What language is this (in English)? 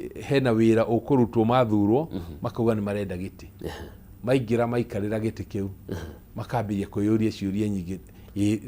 Kikuyu